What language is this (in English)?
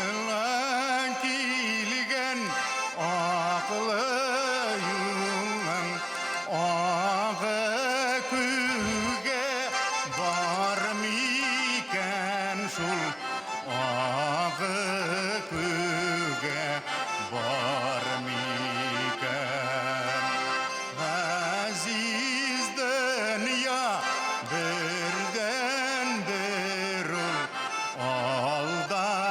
Bashkir